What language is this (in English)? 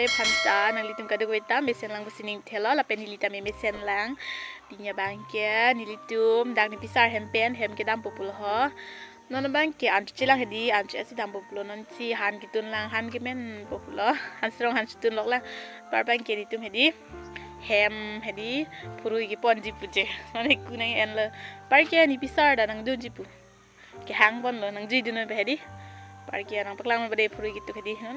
Karbi